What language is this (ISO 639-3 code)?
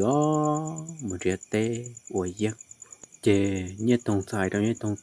hmn